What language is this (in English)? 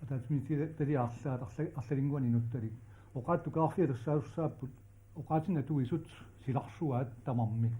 Kalaallisut